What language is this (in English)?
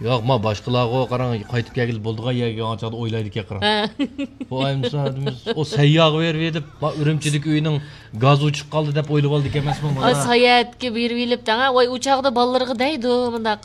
Uyghur